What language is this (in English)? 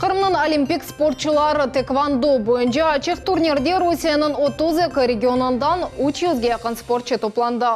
Crimean Tatar